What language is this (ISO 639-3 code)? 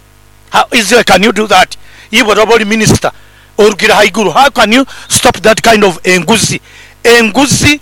nyo